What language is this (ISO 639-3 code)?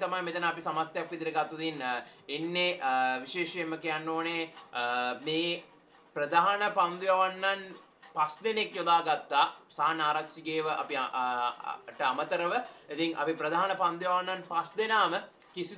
sin